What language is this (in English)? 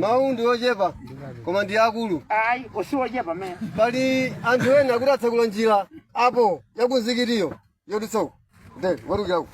Nyanja